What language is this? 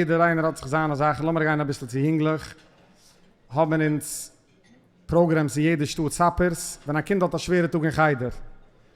Yiddish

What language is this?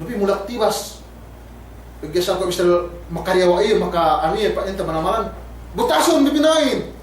Yakan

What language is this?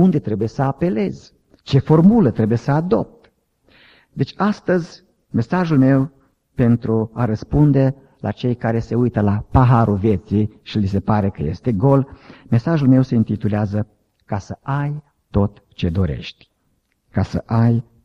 Romanian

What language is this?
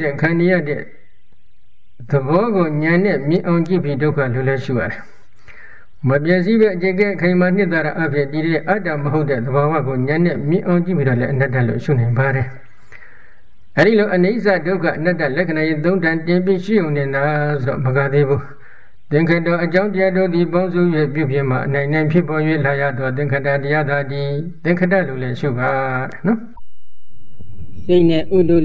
Burmese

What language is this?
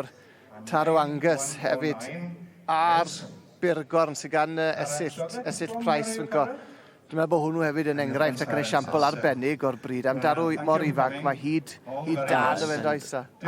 Welsh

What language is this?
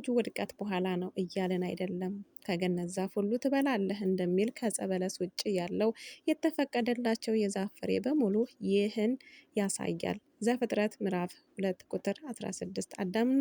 Amharic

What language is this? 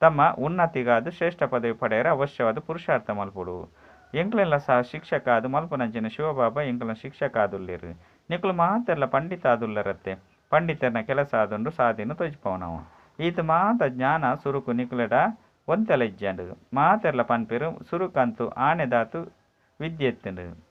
Tulu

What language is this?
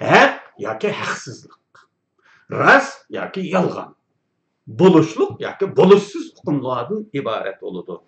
Uyghur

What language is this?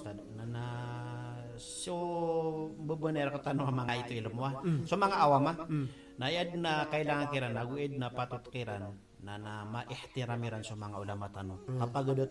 Maranao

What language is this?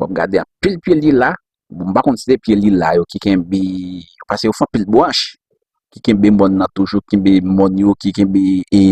Haitian Creole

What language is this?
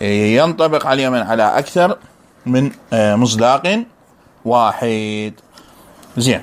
Mesopotamian Arabic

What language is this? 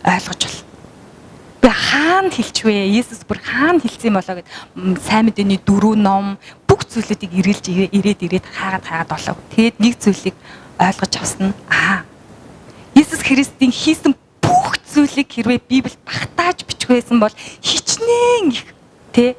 Mongolian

